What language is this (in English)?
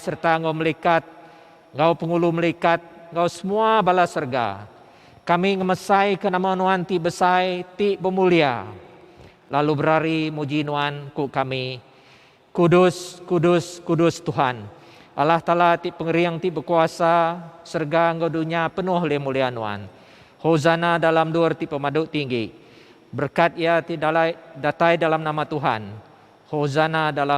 Iban